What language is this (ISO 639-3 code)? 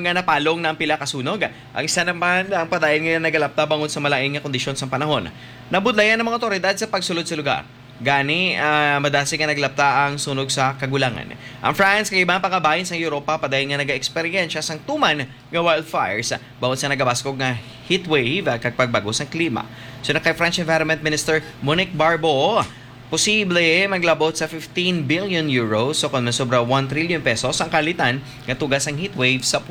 hil